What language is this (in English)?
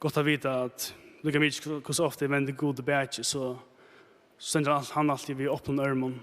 Faroese